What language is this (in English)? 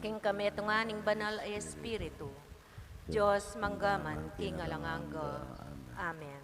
Pampanga